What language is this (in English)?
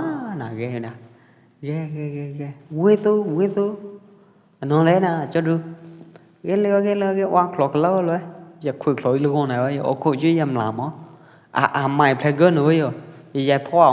Pwo Eastern Karen